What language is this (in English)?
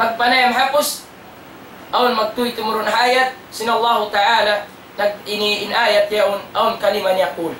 Tausug